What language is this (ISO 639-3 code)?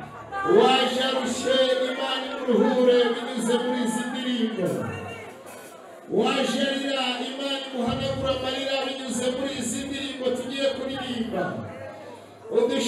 kin